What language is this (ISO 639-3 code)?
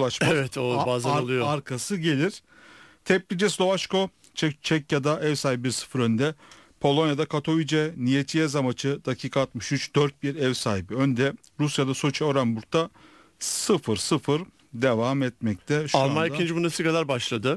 tur